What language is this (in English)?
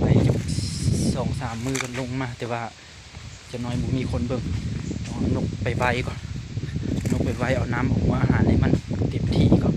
Lao